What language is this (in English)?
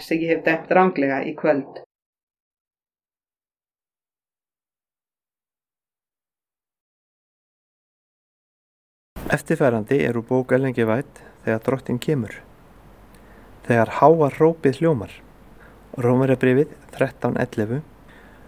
Icelandic